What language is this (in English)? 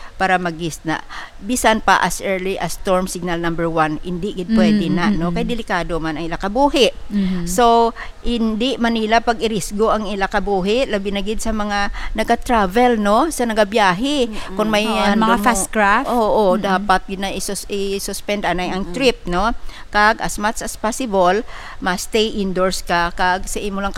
Hiligaynon